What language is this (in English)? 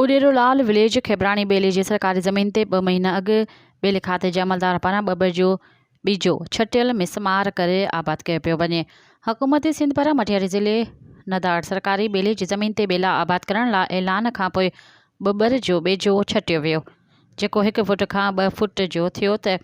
Sindhi